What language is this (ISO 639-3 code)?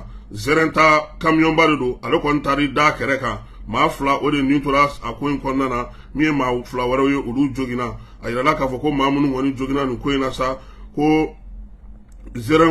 bam